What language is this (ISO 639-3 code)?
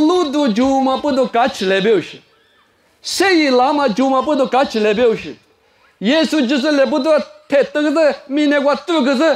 lis